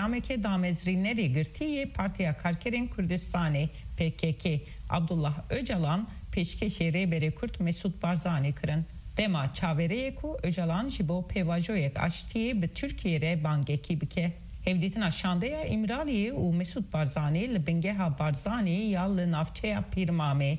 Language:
Kurdish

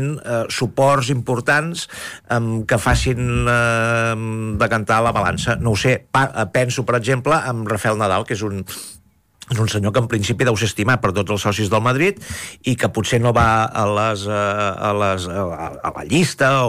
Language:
Catalan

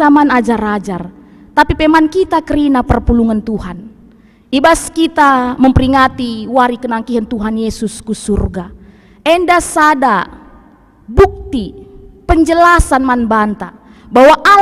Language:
Batak Karo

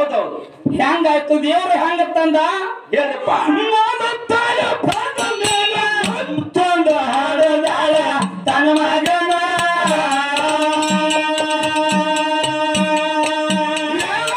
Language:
Kannada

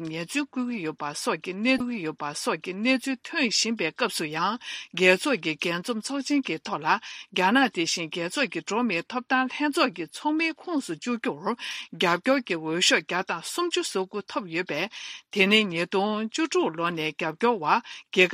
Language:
Tibetan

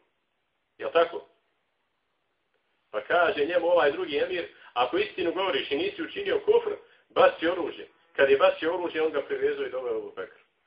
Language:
Bosnian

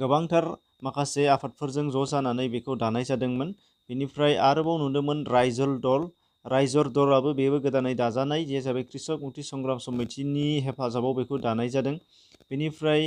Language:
Bodo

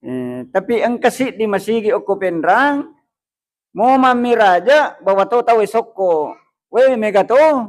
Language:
Buginese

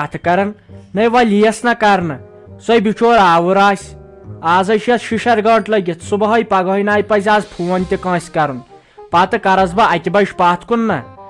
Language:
Kashmiri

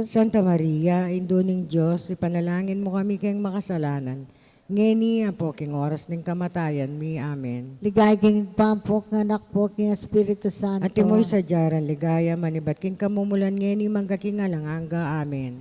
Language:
Pampanga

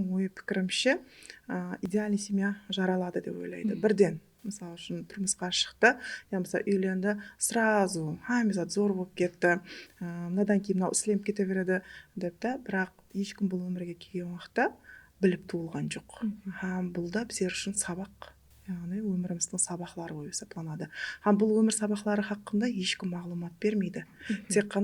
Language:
Kara-Kalpak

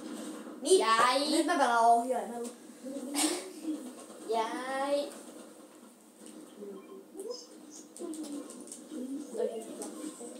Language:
Finnish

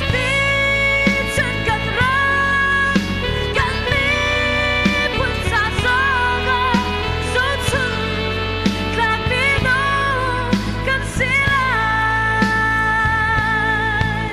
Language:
Hakha Chin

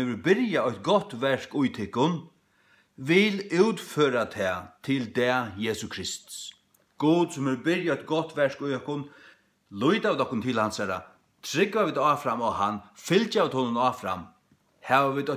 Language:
Faroese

